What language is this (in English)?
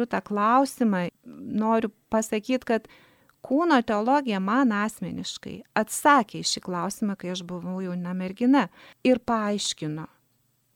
Lithuanian